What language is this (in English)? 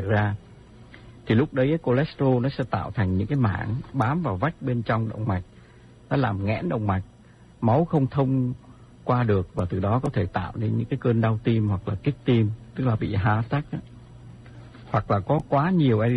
Vietnamese